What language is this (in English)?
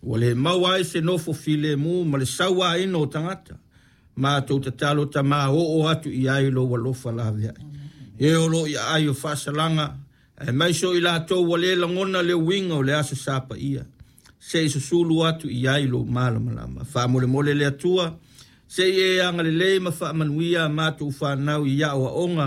Samoan